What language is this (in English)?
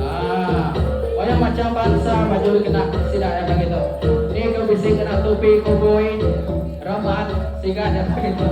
Iban